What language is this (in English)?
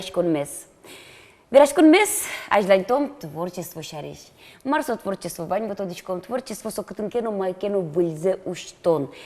Udmurt